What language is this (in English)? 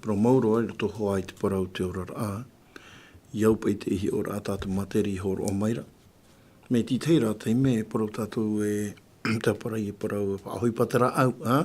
Tahitian